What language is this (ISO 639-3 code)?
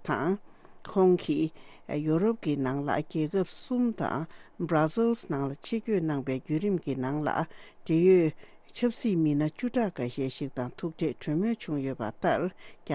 bod